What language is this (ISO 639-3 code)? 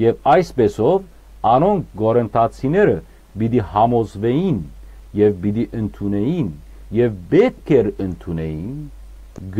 hyw